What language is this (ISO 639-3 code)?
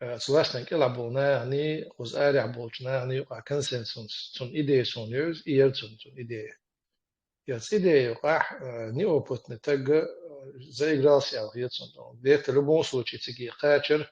che